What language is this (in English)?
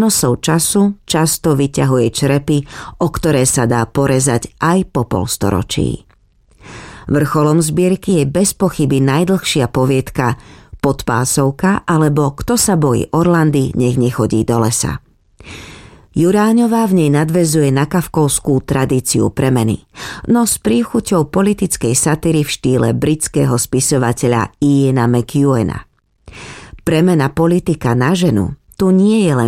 Slovak